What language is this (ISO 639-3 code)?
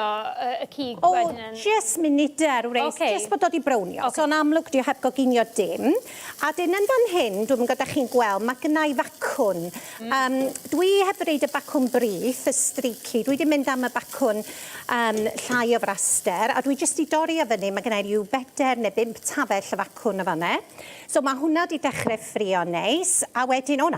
cym